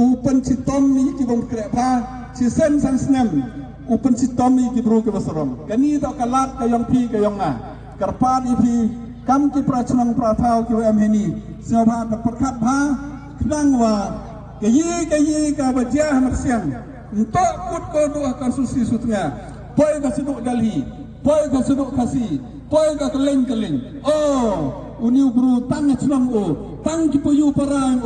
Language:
Khasi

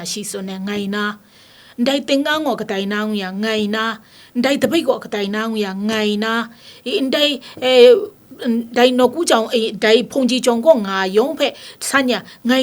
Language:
Kachin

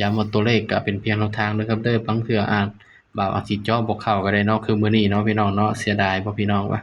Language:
Northeastern Thai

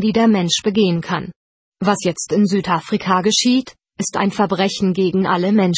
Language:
German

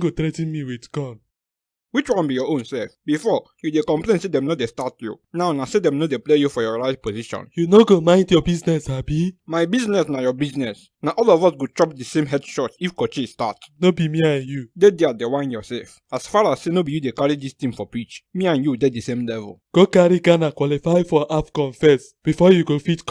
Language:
Nigerian Pidgin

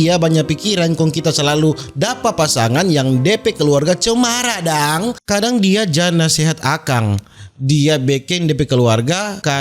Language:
Manado Malay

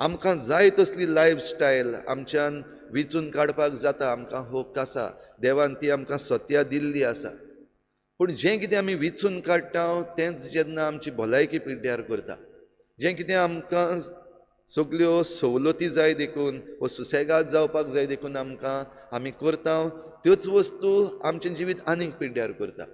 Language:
Konkani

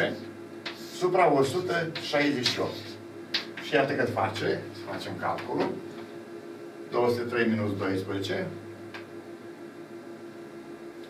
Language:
Romanian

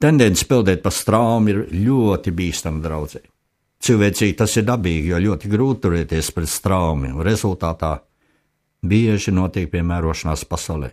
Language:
Latvian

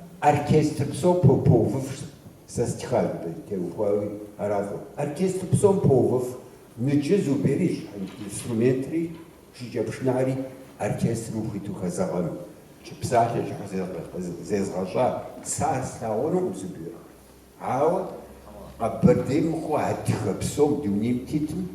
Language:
Kabardian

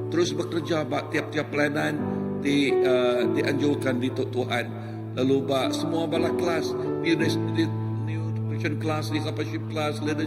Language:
Iban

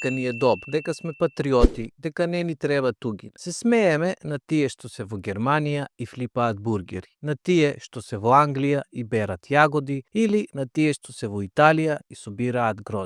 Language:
Macedonian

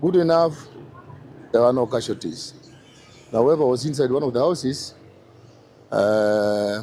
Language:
Meru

